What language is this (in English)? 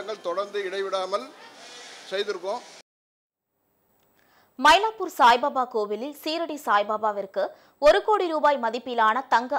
Tamil